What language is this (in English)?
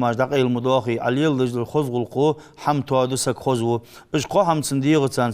Ingush